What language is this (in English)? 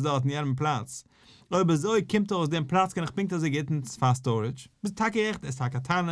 Yiddish